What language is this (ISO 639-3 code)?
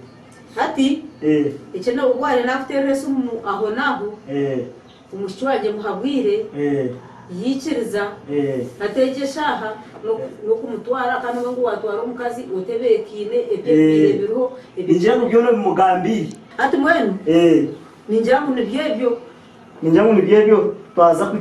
nyn